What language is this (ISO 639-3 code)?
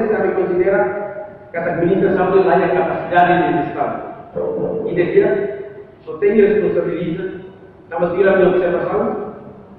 tet